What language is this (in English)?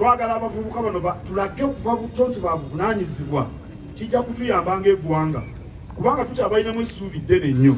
Ganda